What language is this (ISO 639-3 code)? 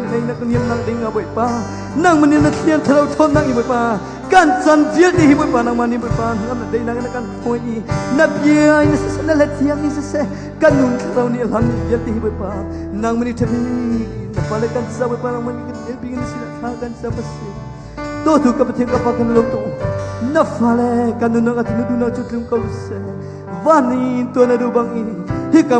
cnh